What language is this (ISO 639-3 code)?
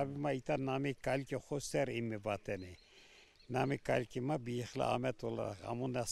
zza